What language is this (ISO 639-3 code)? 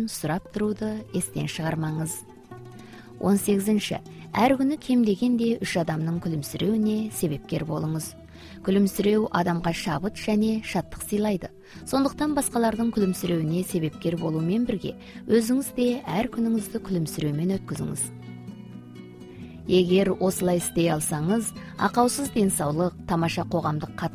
kaz